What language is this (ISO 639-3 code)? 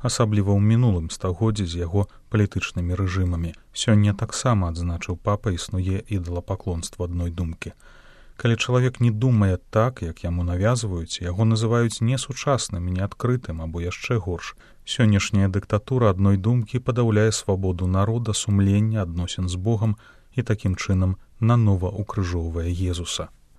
bel